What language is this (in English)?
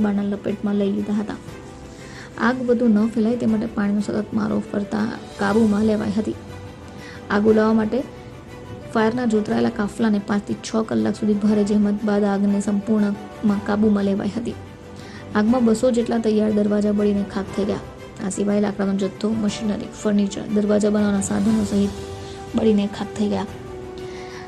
Gujarati